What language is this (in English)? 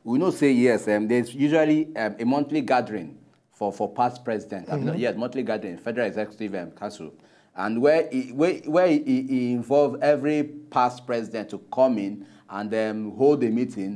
Nigerian Pidgin